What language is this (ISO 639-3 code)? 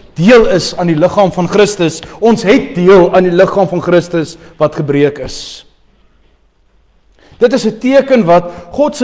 afr